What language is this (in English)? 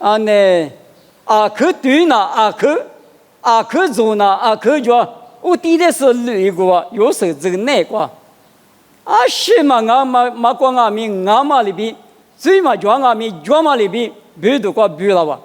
Lisu